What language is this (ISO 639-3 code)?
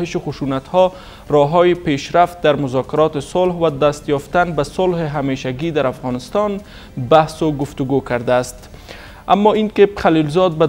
fas